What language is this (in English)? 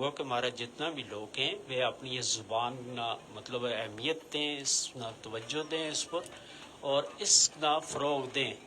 Gujari